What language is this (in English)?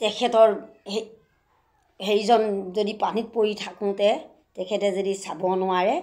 Assamese